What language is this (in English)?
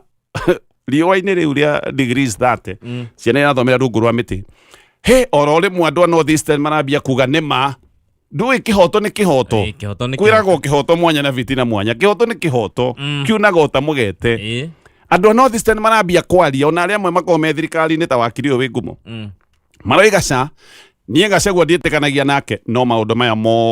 Kikuyu